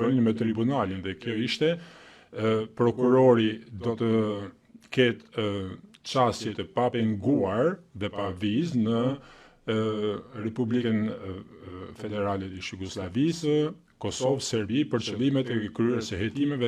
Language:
Albanian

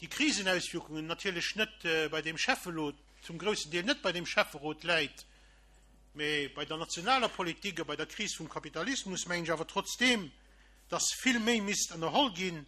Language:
Luxembourgish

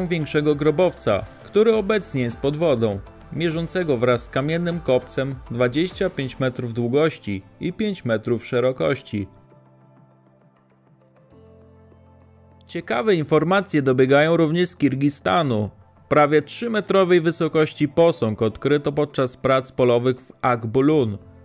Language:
Polish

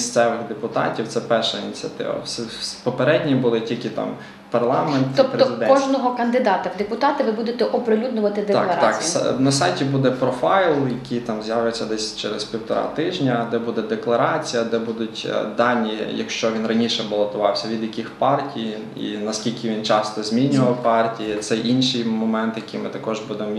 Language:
Ukrainian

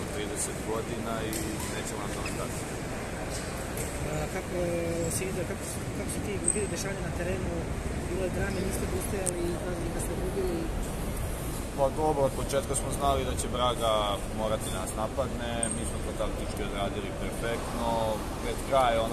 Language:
Serbian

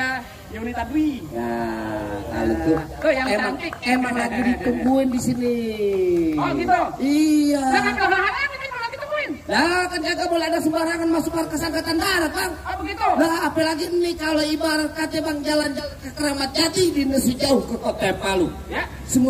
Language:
Betawi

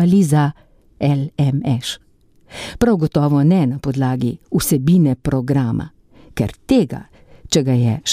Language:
Slovenian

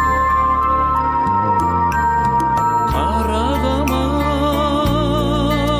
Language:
Kazakh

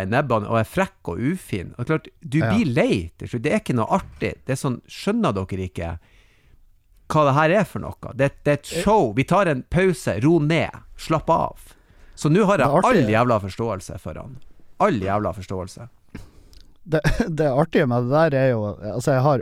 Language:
Norwegian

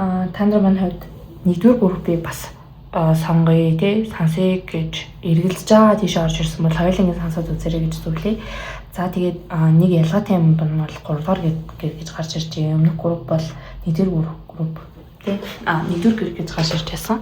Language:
Mongolian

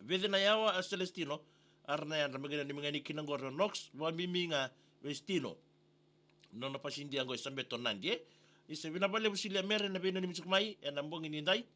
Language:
Fijian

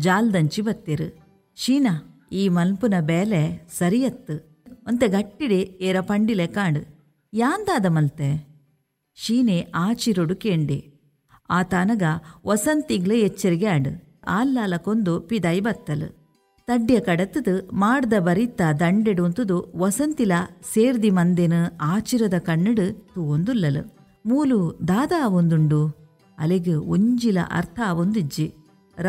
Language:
Tulu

